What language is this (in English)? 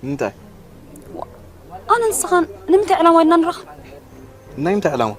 Tigrinya